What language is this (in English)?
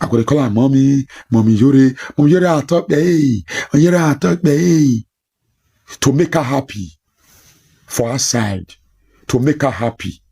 Nigerian Pidgin